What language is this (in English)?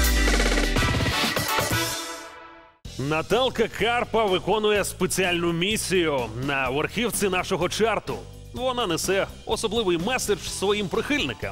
Ukrainian